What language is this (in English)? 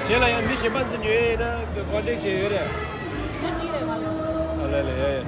Tibetan